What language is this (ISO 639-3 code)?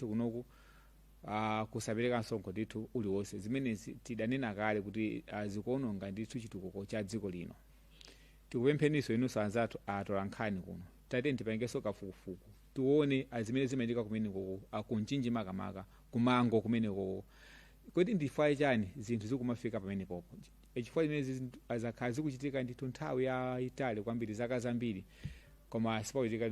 nya